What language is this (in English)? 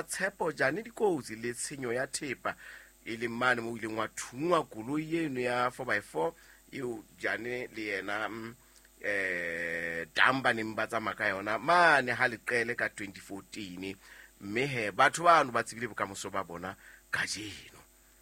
Southern Sotho